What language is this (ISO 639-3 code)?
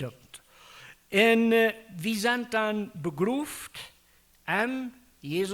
pdt